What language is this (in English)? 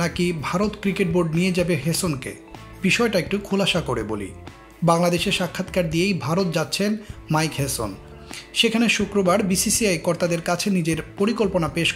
Bangla